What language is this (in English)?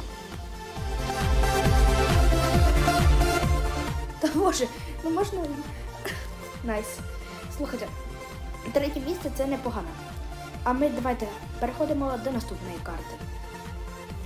Ukrainian